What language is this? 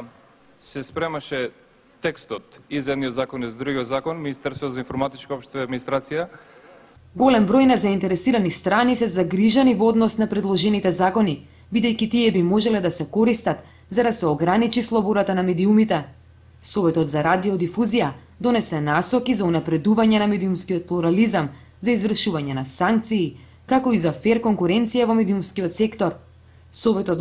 Macedonian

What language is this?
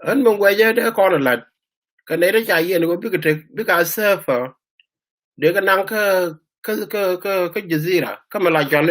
Nuer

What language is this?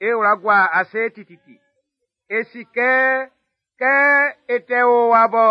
Baoulé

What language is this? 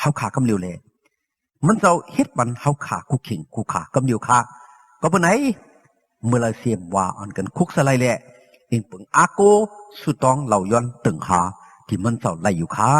Shan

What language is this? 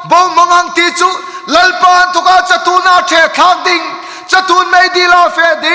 Hmar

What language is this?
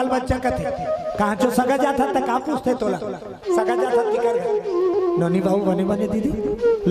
Chhattisgarhi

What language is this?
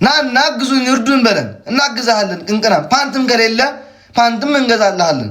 Amharic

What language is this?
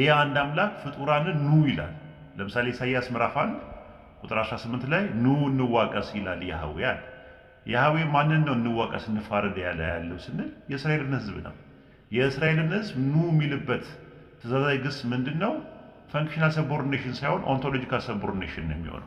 Amharic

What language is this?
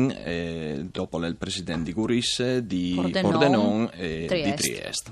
Friulian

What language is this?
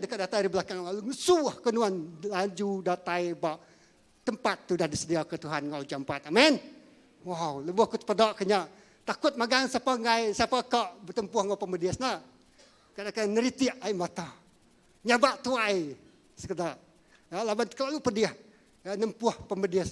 Iban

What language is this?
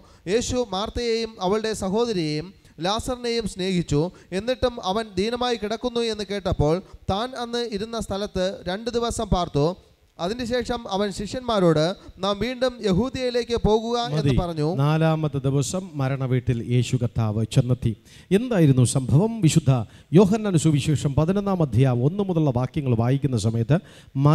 Malayalam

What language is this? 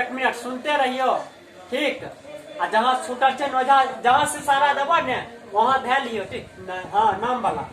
Maithili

